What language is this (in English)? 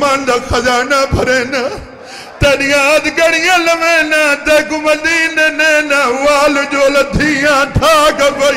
Saraiki